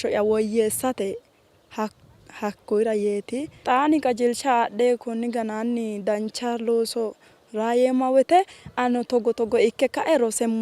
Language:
Sidamo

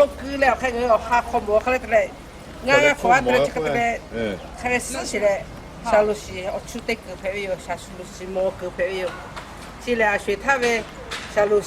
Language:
Lahu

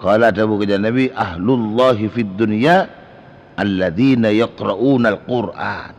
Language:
Madurese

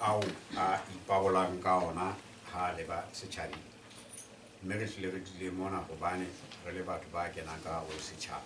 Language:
Southern Sotho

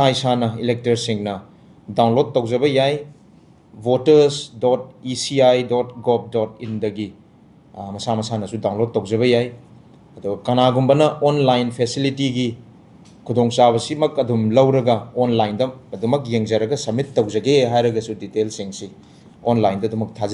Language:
Manipuri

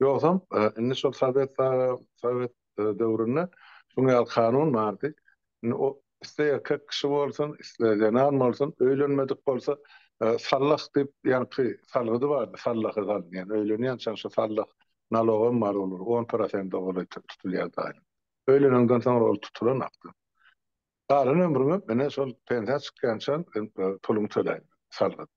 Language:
Turkmen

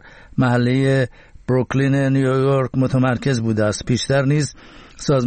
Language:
Persian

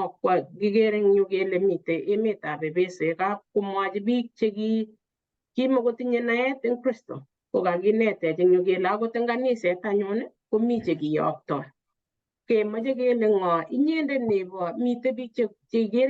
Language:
Kalenjin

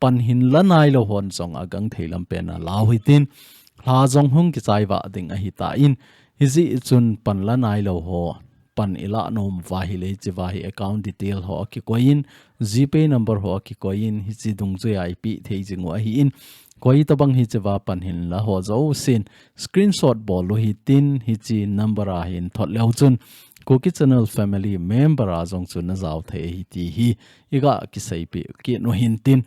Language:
Thado Chin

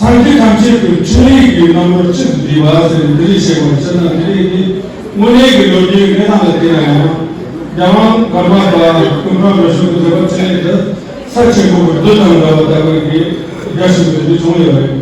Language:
Tibetan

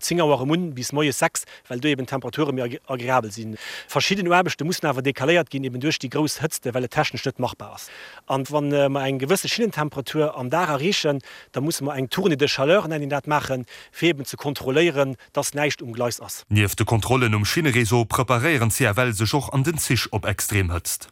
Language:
Luxembourgish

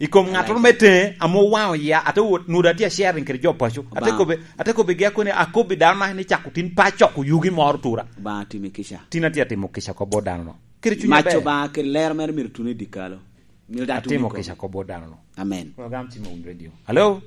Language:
Lango (Uganda)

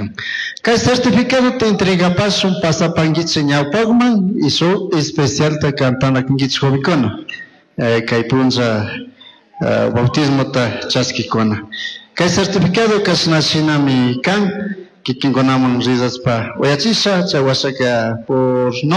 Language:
Chimborazo Highland Quichua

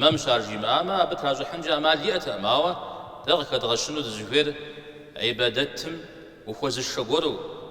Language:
Kabardian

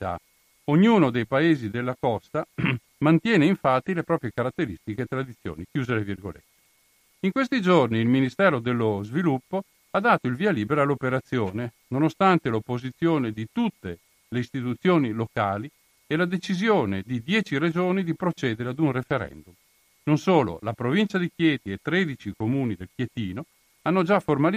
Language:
Italian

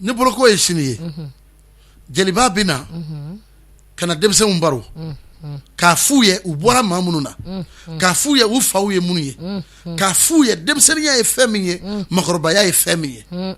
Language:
Bambara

